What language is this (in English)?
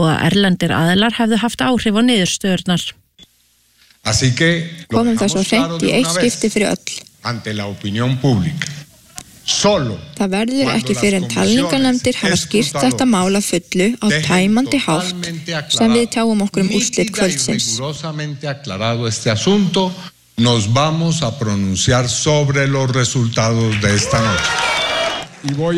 Icelandic